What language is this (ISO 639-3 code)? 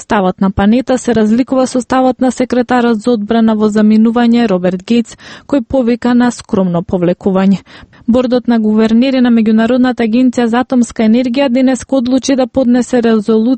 mkd